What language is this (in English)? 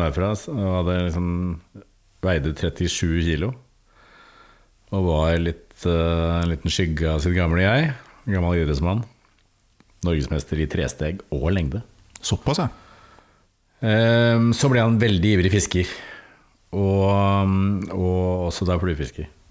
Norwegian